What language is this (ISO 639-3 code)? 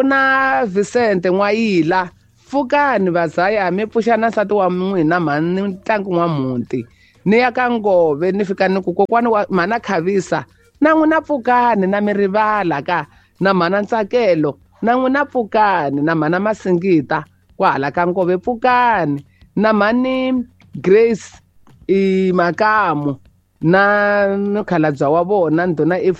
tso